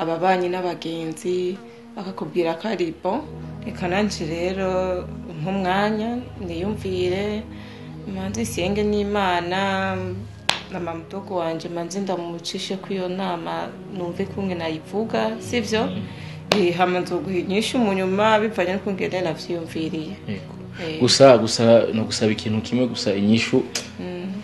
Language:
Rundi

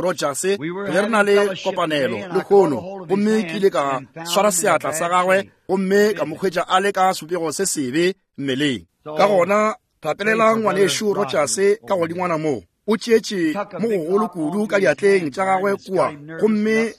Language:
Northern Sotho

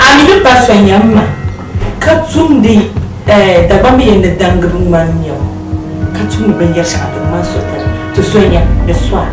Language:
Dagbani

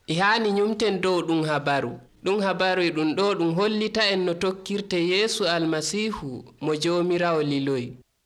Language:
Nigerian Fulfulde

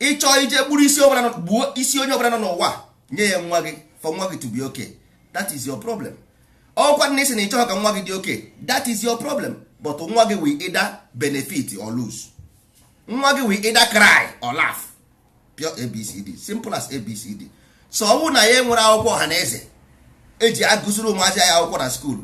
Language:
Igbo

